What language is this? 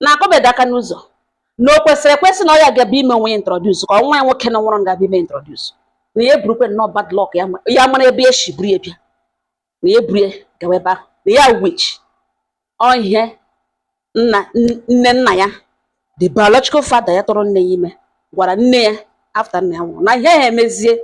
Igbo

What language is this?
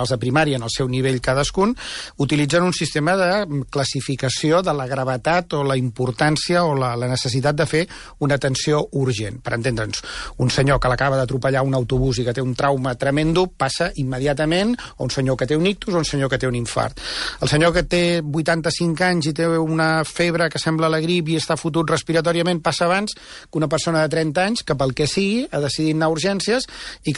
Catalan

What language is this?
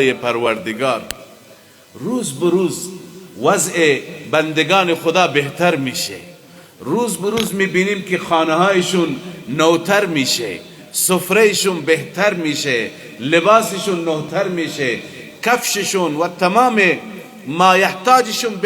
Persian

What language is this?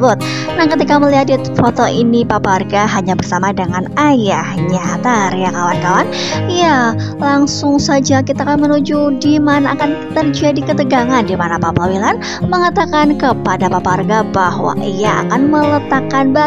Indonesian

